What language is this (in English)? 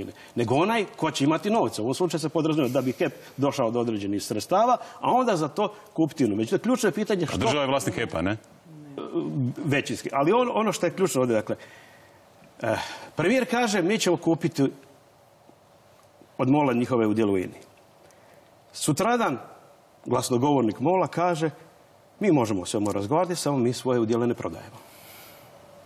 Croatian